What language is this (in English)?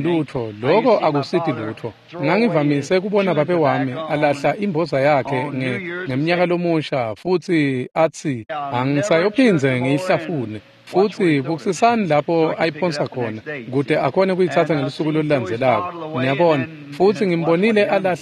Swati